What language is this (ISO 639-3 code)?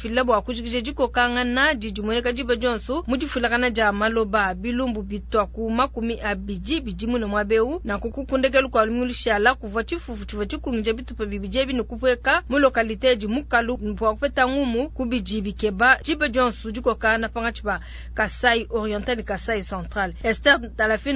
lua